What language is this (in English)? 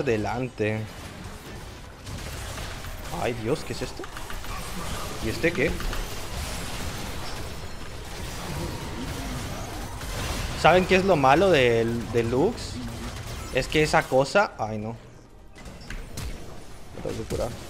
Spanish